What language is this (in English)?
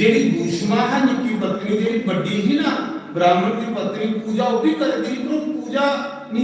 Dogri